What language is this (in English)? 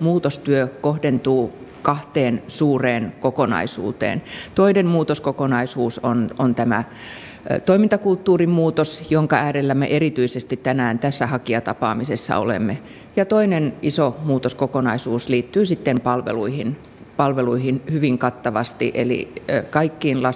Finnish